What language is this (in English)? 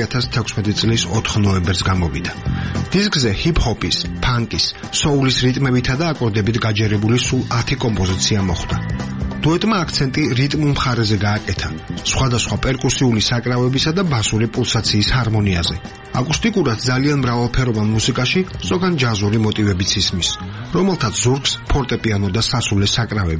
Georgian